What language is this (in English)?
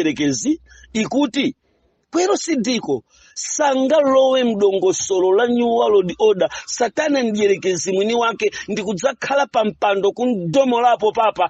Nyanja